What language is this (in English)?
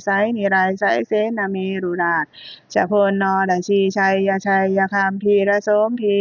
Pali